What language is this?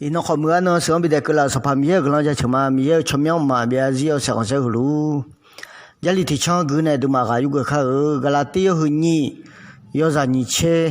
Akha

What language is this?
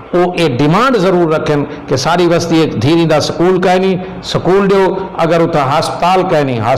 Saraiki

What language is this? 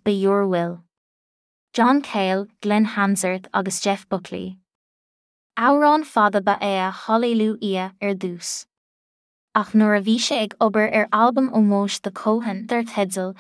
Irish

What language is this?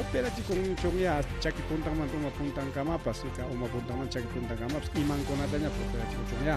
Ayacucho Quechua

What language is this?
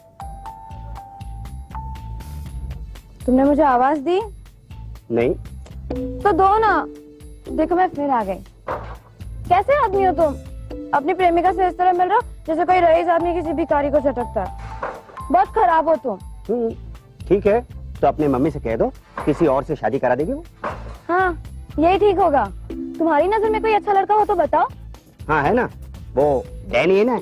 Hindi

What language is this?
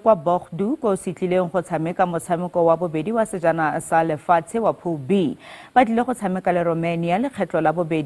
Tswana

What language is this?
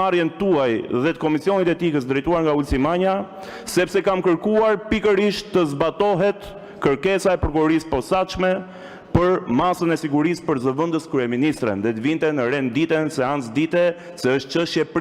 Albanian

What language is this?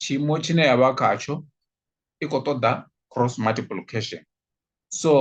Venda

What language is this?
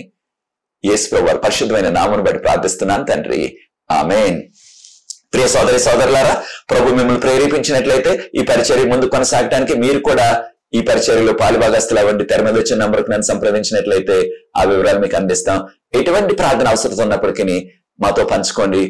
Telugu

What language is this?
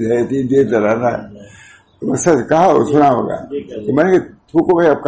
Urdu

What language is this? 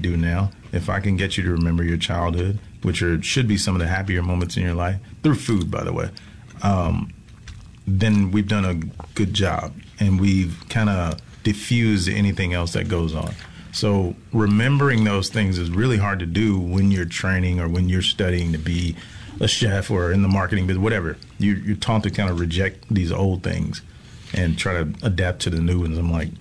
English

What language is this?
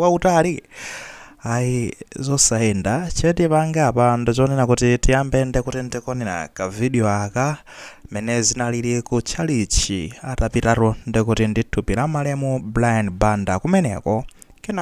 Nyanja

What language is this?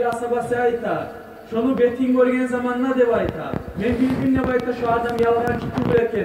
Kumyk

